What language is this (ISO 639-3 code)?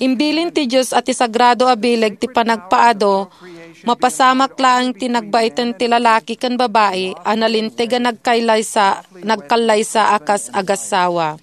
ilo